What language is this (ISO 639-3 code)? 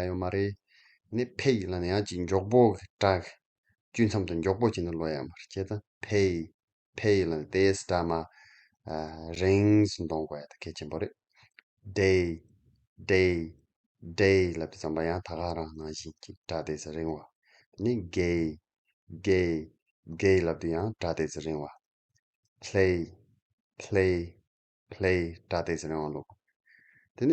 bod